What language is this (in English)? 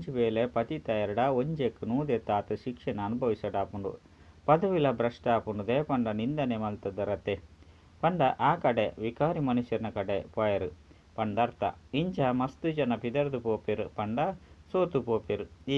Tulu